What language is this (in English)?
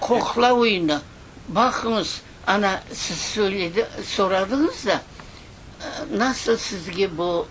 Crimean Tatar